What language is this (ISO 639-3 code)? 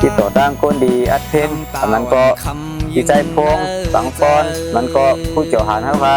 shn